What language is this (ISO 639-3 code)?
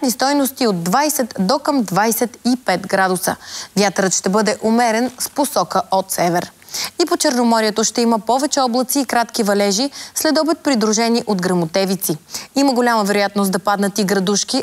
bul